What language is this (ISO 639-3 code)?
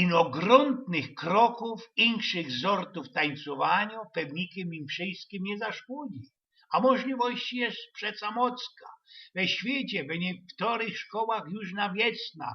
szl